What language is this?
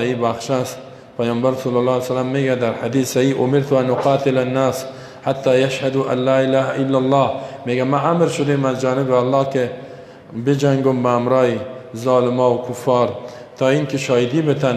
Persian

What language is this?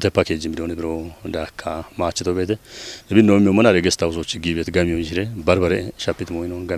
Kafa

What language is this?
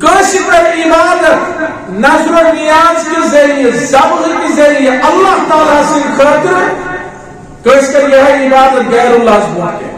Kashmiri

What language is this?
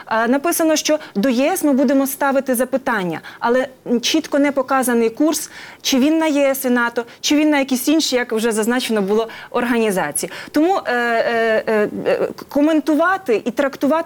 Ukrainian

